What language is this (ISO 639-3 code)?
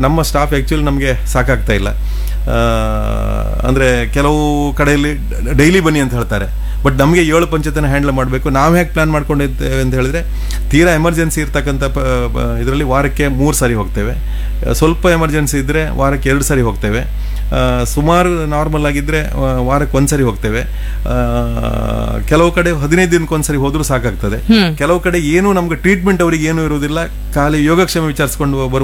kan